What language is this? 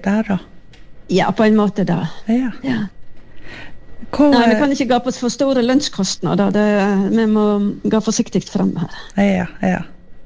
Norwegian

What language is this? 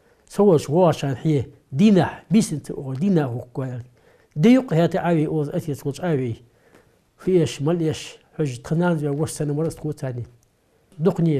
Ingush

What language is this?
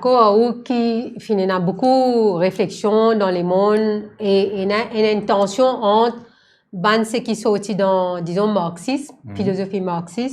Morisyen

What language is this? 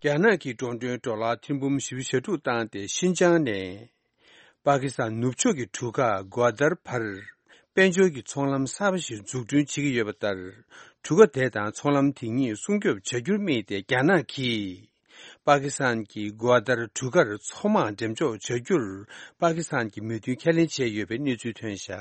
Tibetan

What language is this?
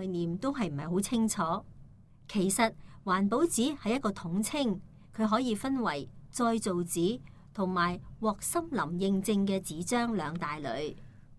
Cantonese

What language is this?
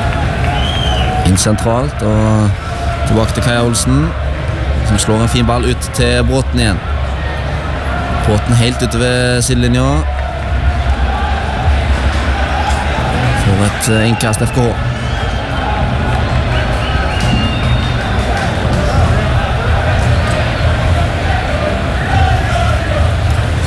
Norwegian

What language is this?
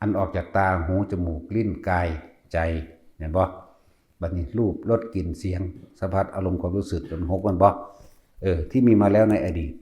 Northeastern Thai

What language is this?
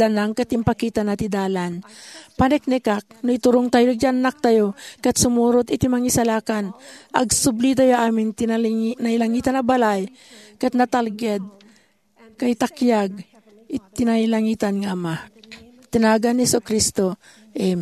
Iloko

